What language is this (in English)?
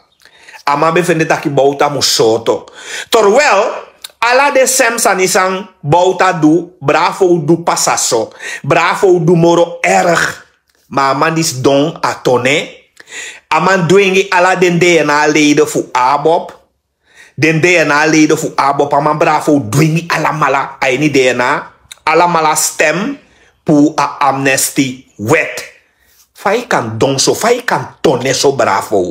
Sranan Tongo